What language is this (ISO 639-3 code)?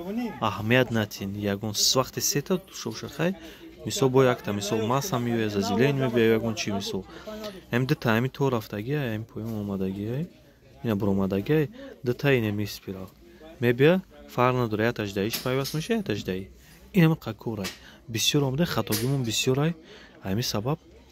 tgk